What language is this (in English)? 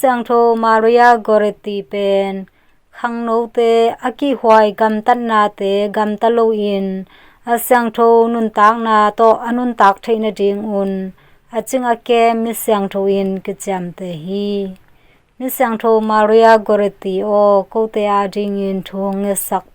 Tedim Chin